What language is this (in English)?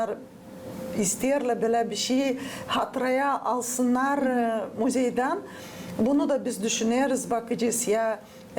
Gagauz